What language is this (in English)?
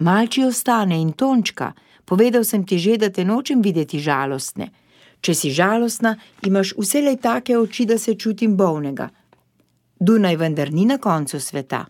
Slovenian